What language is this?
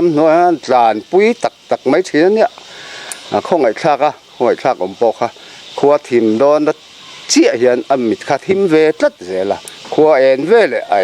Mizo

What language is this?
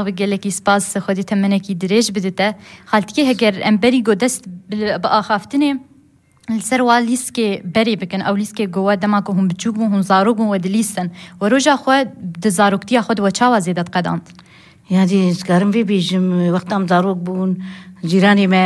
Kurdish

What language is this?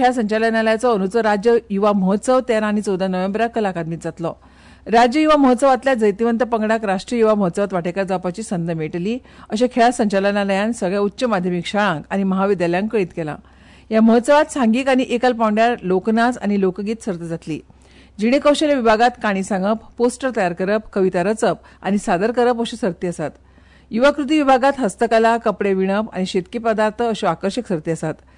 Konkani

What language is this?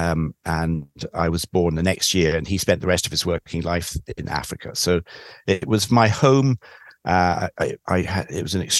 English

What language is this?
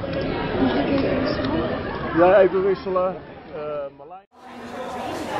Dutch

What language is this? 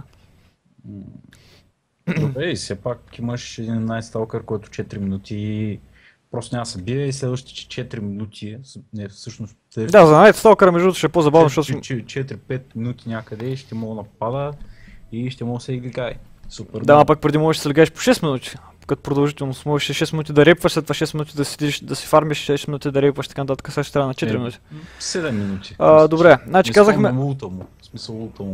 Bulgarian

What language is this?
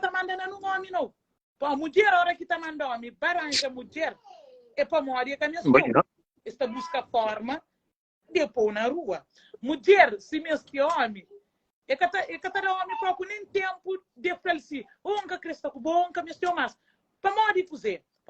Kabuverdianu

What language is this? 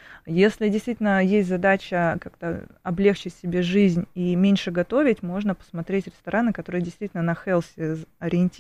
Russian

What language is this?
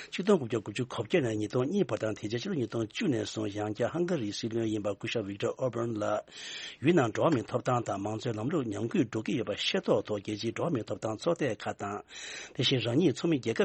Tibetan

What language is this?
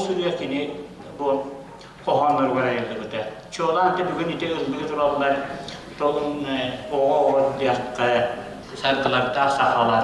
Yakut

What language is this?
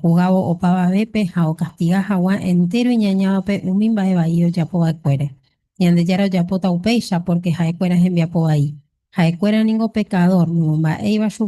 Guarani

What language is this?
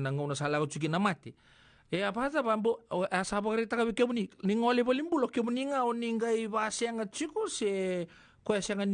Fijian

